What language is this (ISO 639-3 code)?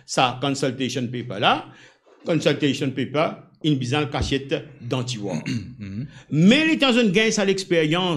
mfe